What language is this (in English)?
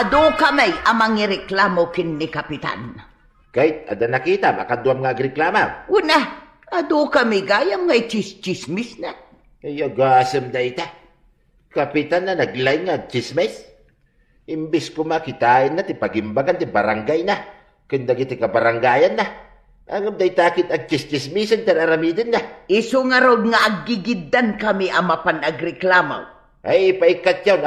Iloko